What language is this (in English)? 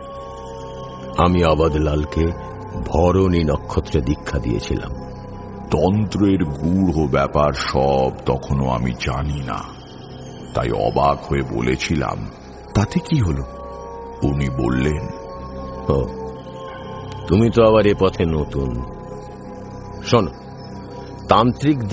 Bangla